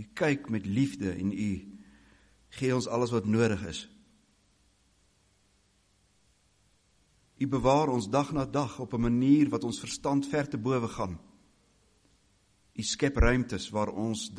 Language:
Afrikaans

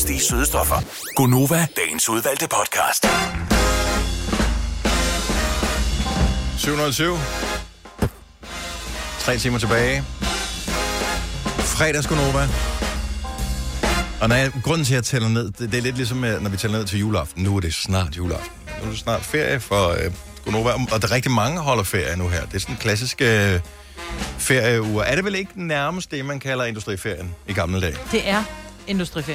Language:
Danish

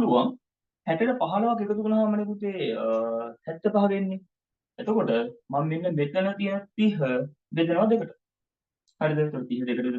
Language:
Sinhala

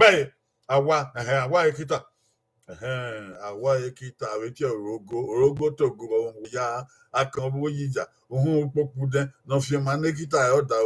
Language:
Bini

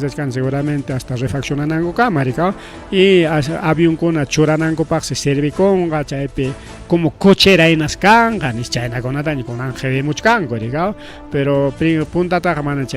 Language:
Ayacucho Quechua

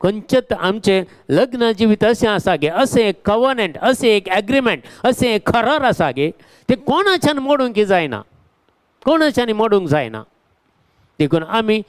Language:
Konkani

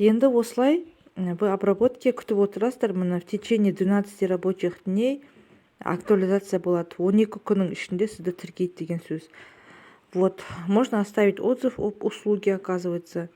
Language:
Kazakh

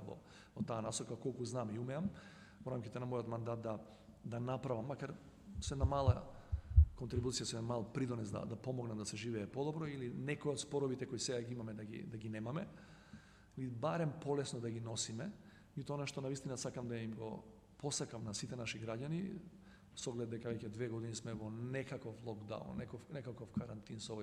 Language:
Macedonian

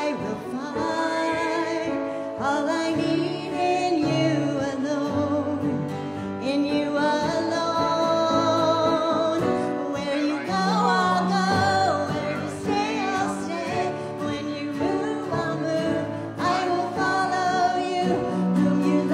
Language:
English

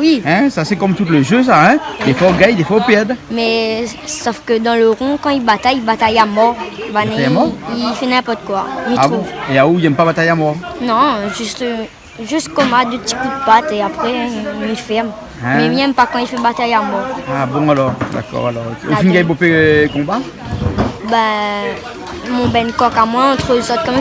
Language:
Réunion Creole French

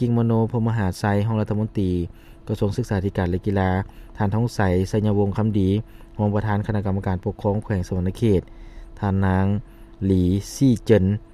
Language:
Lao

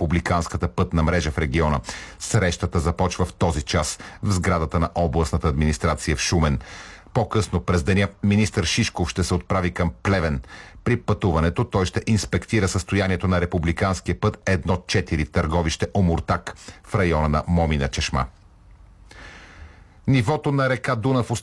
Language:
Bulgarian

